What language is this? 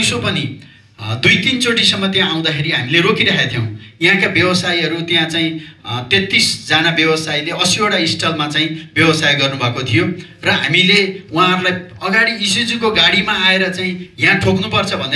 Nepali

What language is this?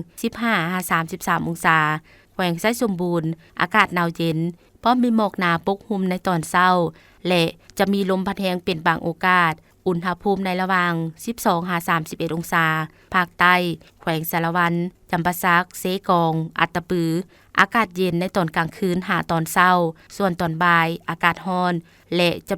Lao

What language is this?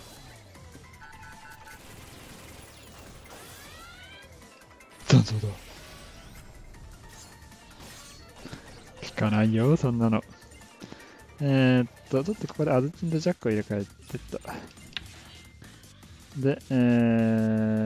Japanese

